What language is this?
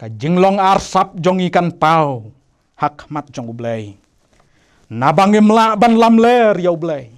Khasi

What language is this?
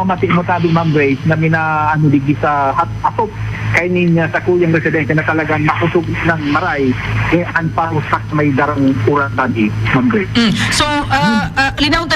Bikol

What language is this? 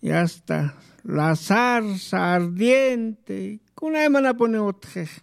Aymara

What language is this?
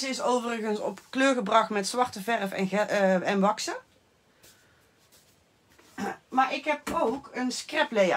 Dutch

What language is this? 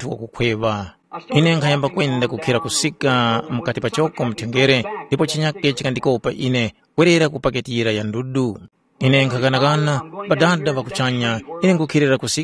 Tumbuka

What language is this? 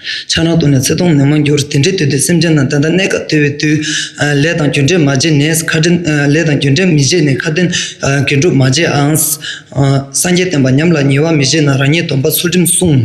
Tibetan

